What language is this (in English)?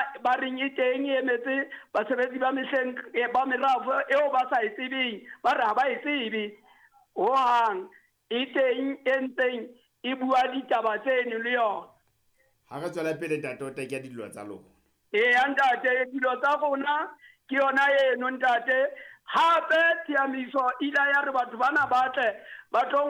Southern Sotho